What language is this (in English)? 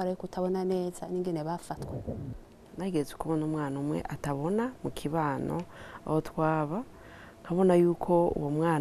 Rundi